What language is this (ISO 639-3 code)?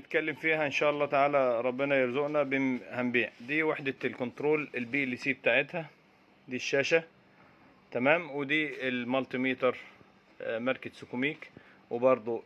arz